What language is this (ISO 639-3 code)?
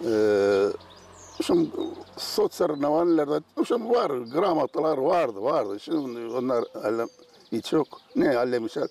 gag